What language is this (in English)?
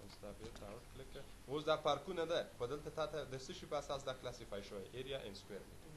Pashto